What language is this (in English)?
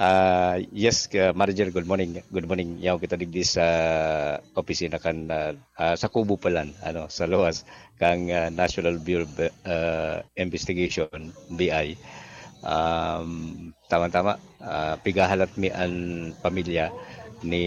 Bikol